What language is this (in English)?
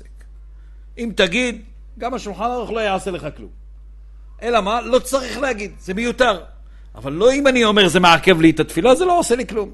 Hebrew